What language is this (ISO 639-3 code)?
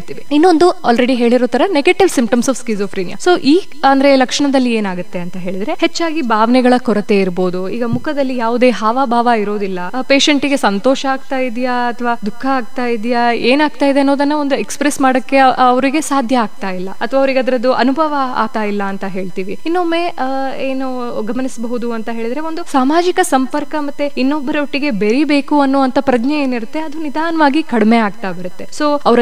kan